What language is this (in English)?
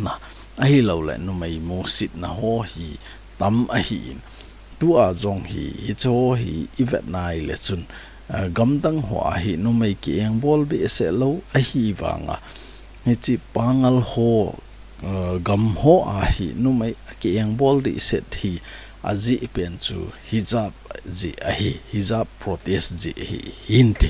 Thado Chin